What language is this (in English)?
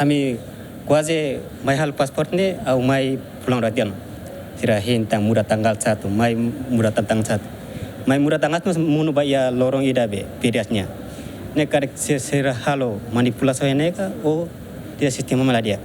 Tetum